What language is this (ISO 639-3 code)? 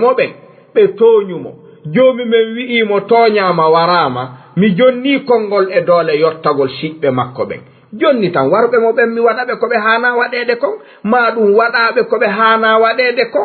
ful